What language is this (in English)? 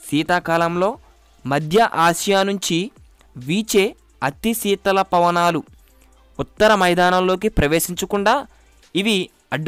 Telugu